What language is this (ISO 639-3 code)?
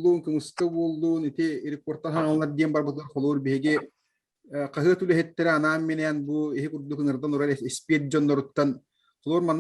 sah